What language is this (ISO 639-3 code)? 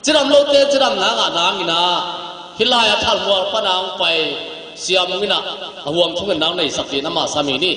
ctd